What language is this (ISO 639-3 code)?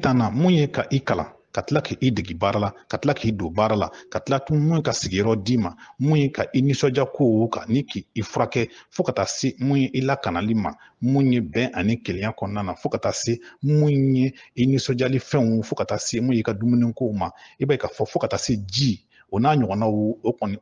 bam